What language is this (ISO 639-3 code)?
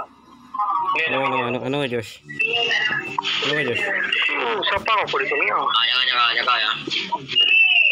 msa